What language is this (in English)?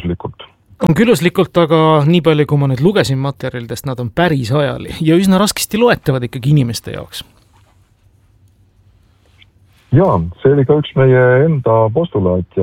Estonian